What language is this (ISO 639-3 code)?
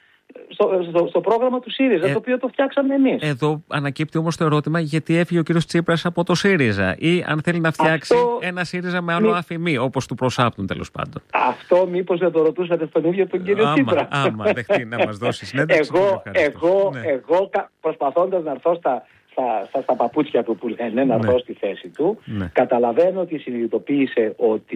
ell